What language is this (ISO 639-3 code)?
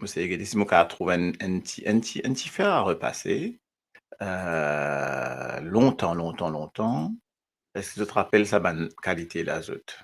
mfe